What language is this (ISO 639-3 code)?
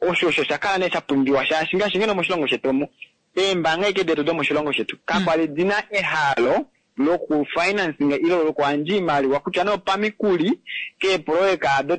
kua